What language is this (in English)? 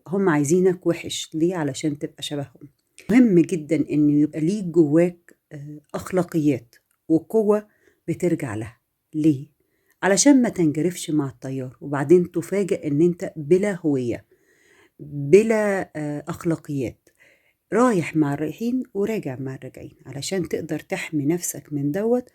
Egyptian Arabic